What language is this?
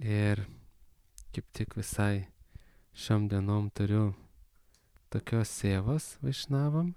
Lithuanian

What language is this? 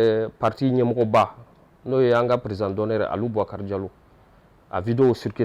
Bambara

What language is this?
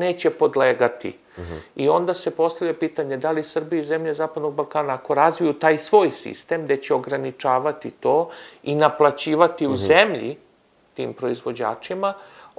Serbian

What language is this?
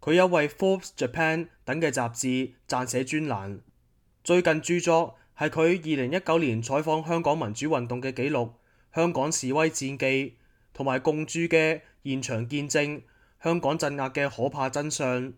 Cantonese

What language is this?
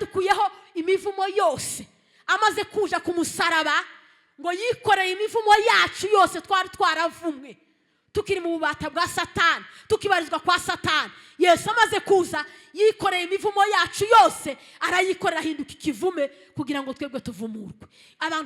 Kinyarwanda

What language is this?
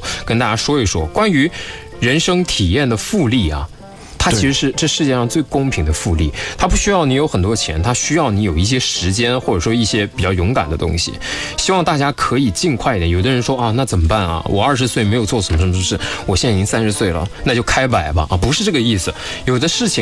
Chinese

